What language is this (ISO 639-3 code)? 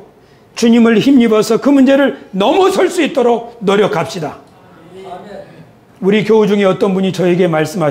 kor